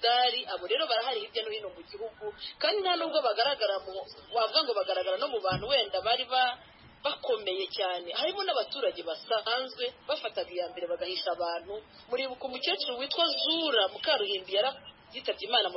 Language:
Kinyarwanda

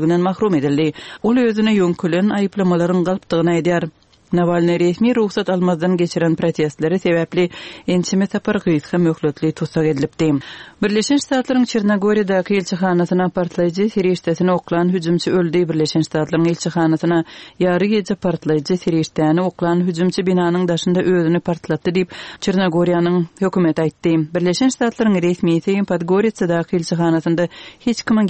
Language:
Turkmen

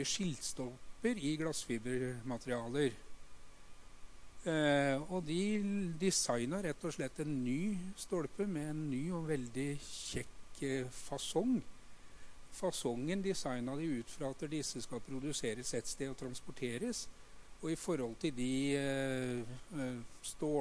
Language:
Norwegian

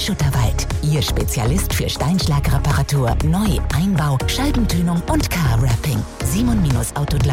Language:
German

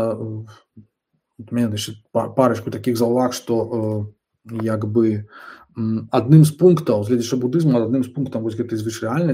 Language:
Belarusian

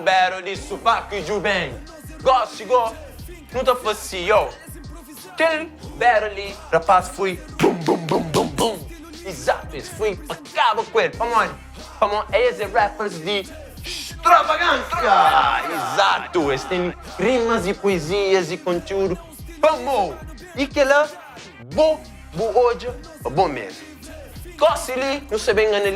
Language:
Kabuverdianu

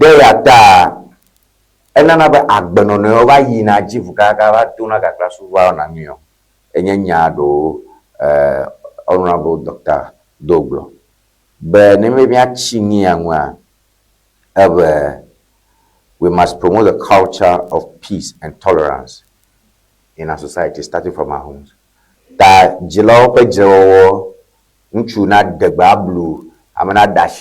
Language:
Ewe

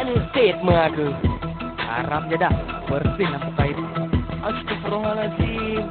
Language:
Achinese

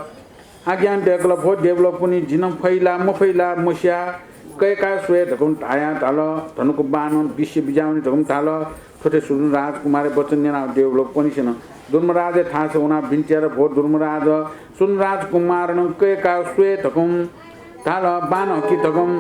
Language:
Newari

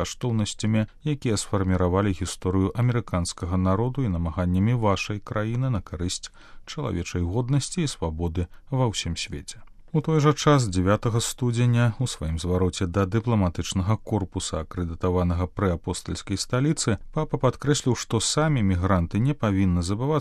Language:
Belarusian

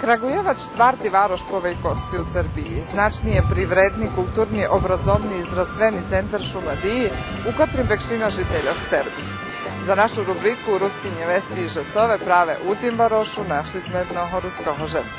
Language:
Rusyn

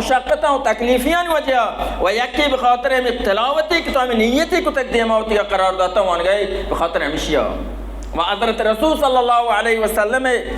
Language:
Baluchi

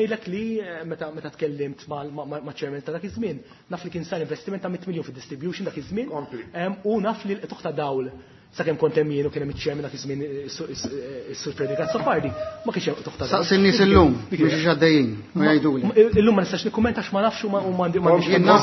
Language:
Maltese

